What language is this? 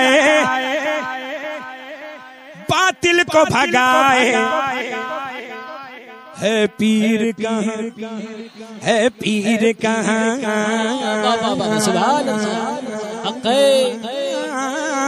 Urdu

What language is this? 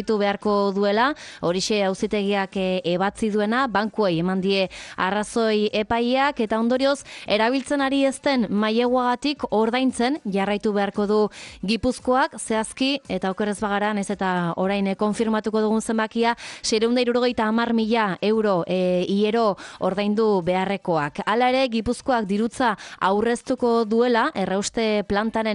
Basque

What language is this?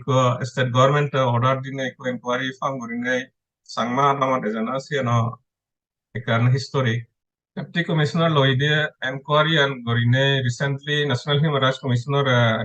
Chakma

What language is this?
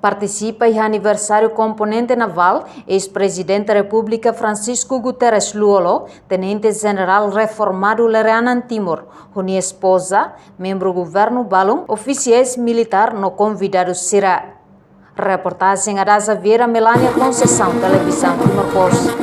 Tetum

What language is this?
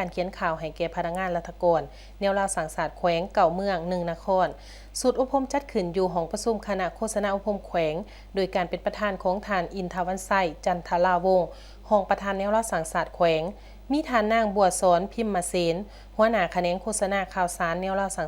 Lao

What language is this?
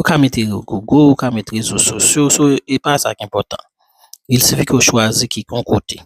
Haitian Creole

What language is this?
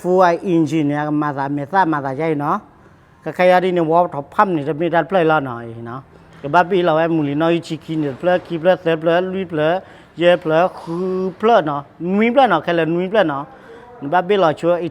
S'gaw Karen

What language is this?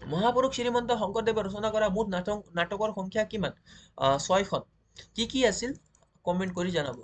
Assamese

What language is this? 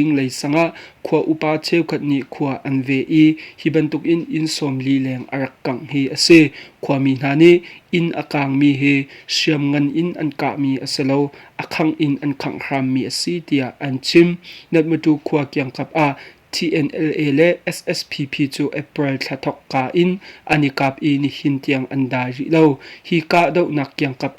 Hakha Chin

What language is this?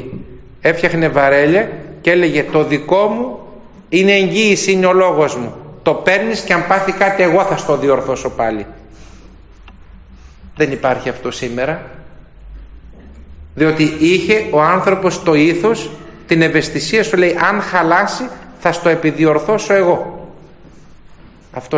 Greek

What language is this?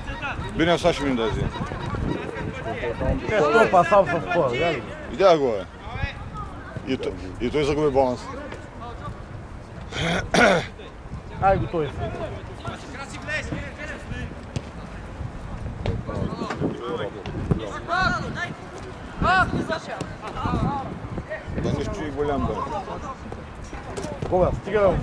Bulgarian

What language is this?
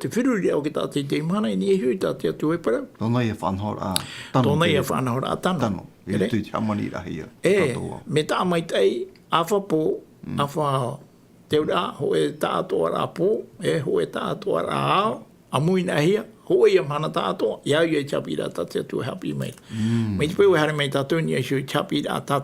Tahitian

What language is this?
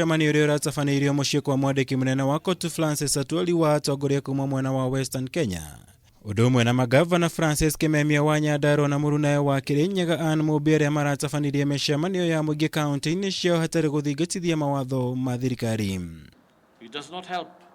Kikuyu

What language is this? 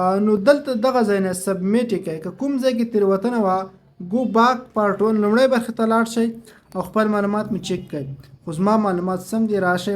Pashto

